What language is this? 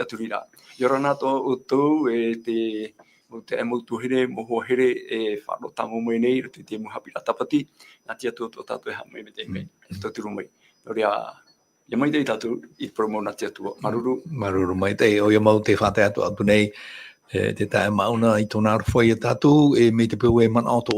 Tahitian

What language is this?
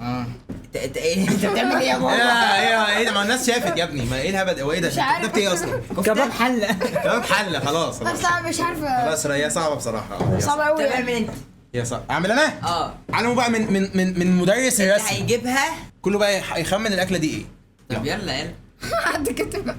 Egyptian Arabic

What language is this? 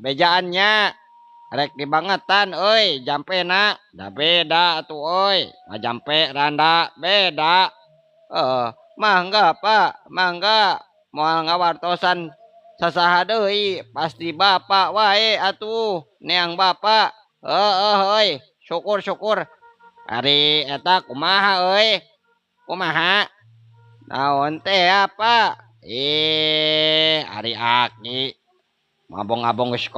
Sundanese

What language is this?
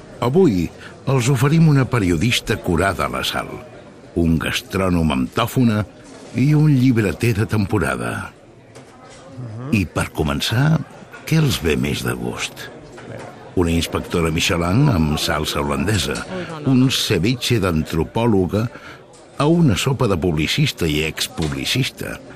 Catalan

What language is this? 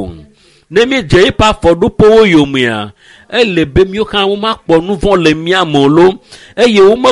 Ewe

